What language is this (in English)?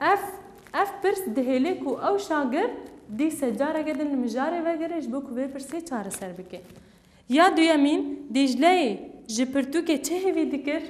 Kurdish